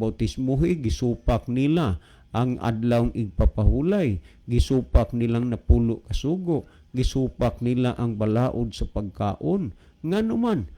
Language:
Cebuano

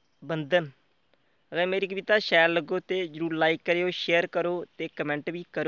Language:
Dogri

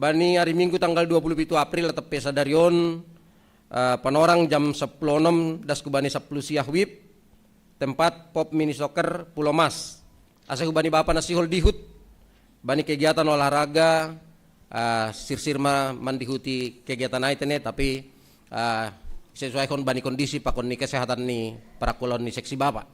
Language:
Batak Simalungun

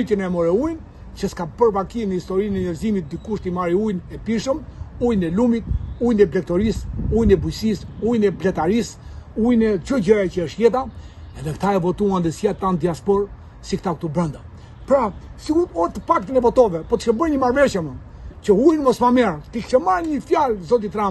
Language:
Albanian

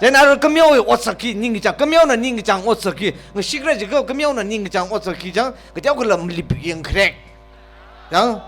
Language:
Tangkhul Naga (India)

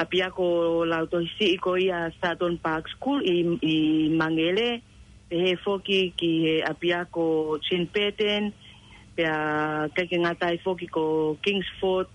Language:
Tongan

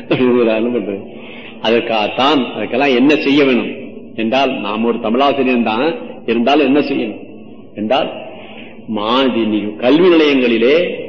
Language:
Tamil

